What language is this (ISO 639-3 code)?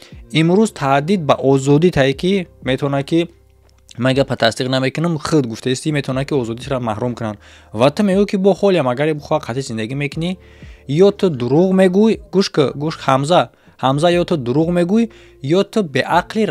tgk